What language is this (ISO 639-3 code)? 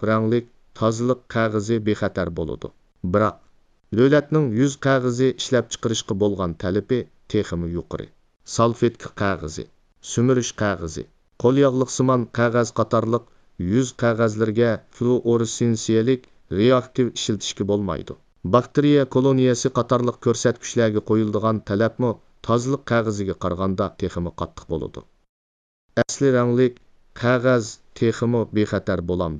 uig